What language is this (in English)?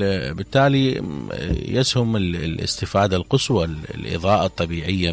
Mesopotamian Arabic